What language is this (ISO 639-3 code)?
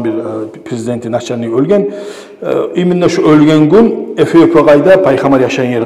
kum